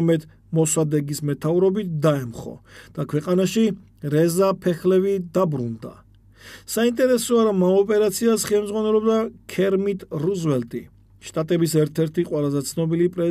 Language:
Georgian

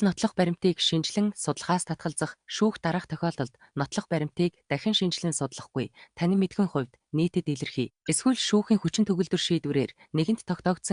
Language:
Mongolian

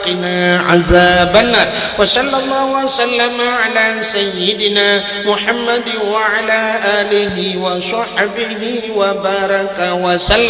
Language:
Achinese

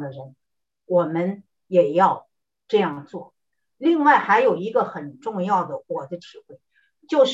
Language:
Chinese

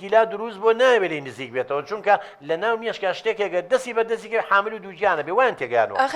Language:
Central Kurdish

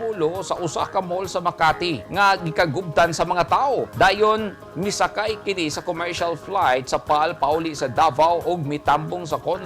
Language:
Cebuano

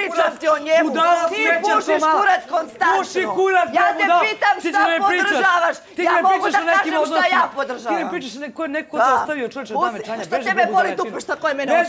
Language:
Serbian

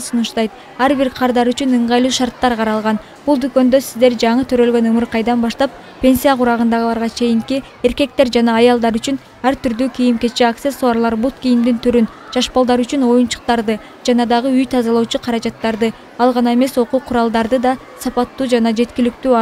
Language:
Kyrgyz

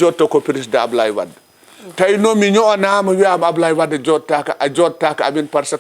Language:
Fula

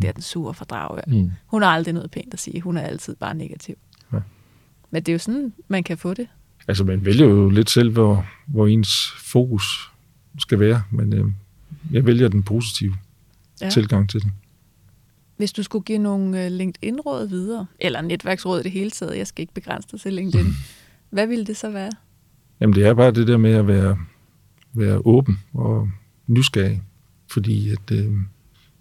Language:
Danish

